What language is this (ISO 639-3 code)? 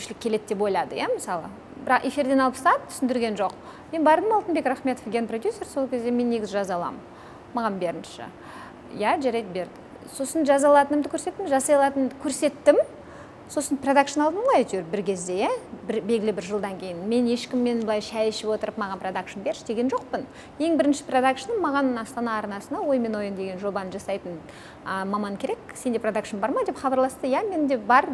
kaz